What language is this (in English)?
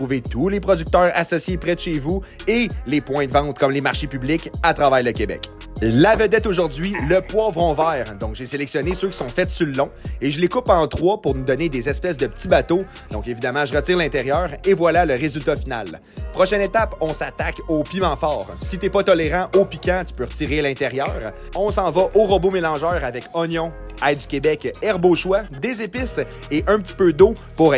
French